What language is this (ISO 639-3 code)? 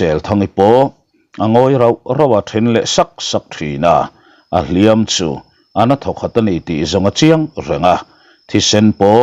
lus